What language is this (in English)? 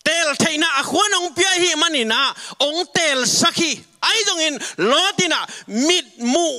Tedim Chin